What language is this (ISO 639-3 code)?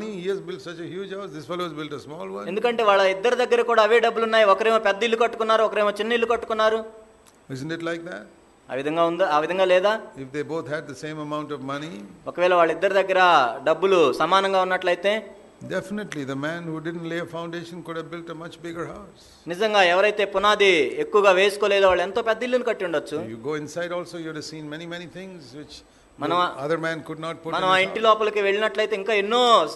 tel